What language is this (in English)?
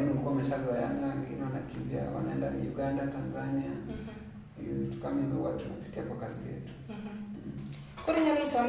Luo (Kenya and Tanzania)